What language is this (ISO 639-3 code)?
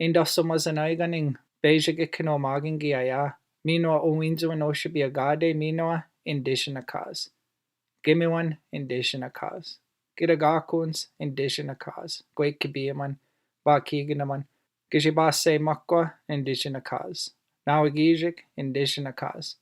ciw